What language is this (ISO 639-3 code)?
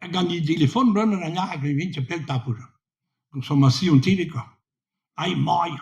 bre